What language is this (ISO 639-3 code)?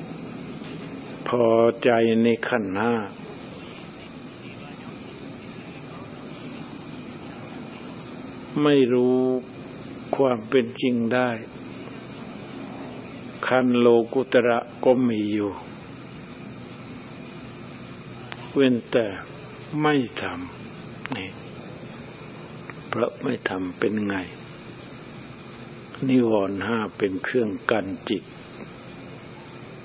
tha